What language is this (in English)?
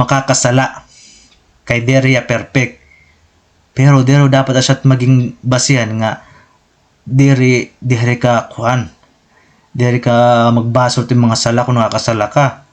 Waray